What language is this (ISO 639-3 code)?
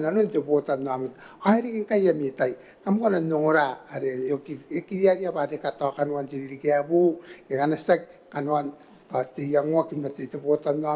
gil